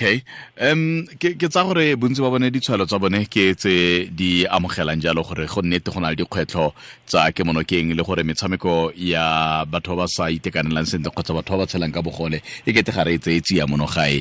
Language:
Tswana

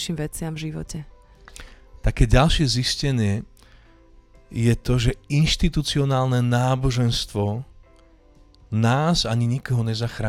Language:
Slovak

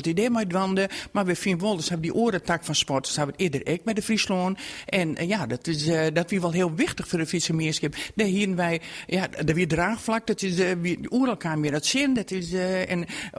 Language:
Western Frisian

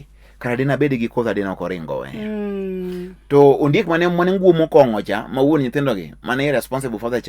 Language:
Luo (Kenya and Tanzania)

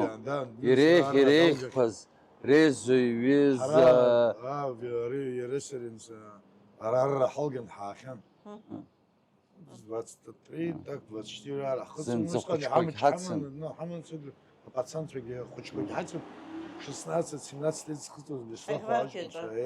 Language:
Abkhazian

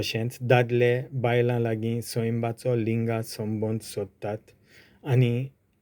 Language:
Konkani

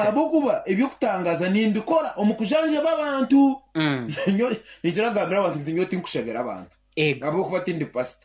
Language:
Nyankole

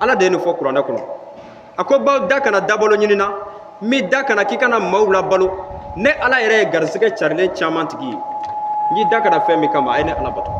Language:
Bambara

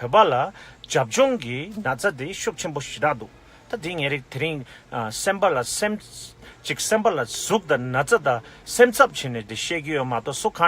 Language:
Tibetan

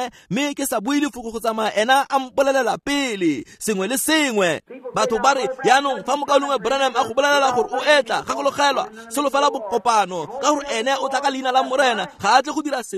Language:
Tswana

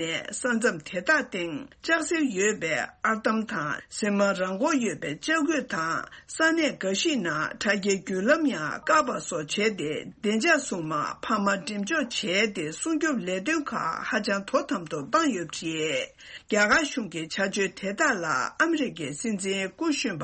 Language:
Tibetan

